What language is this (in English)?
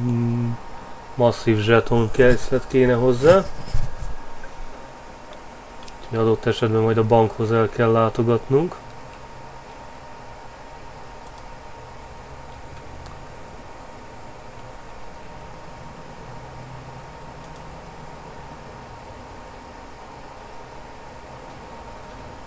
Hungarian